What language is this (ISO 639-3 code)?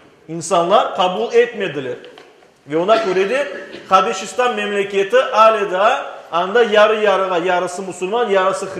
crh